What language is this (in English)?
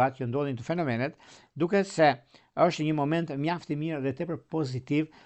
Albanian